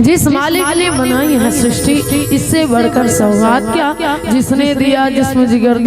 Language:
Chhattisgarhi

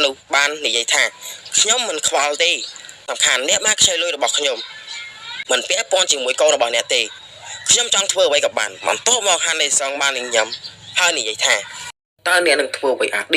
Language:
Khmer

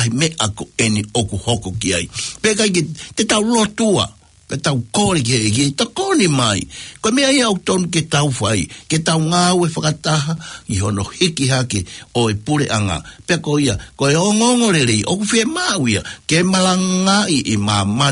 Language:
Tongan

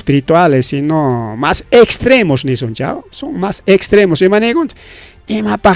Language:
Ayacucho Quechua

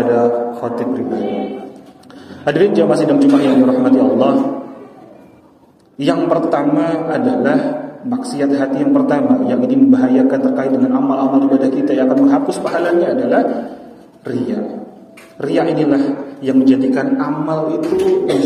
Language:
Indonesian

